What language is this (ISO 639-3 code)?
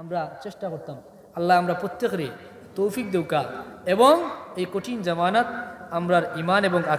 syl